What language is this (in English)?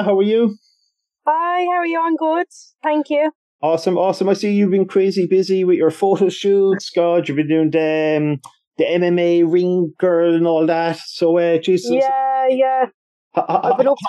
English